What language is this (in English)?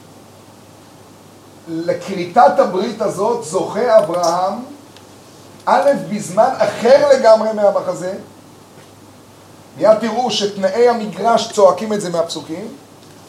Hebrew